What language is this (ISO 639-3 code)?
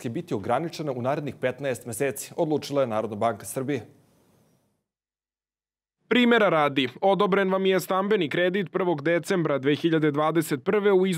srp